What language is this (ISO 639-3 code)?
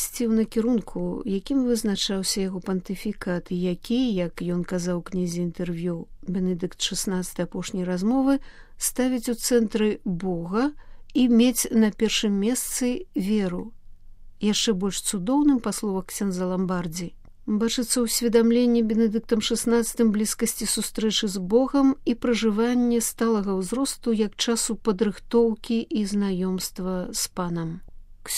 bel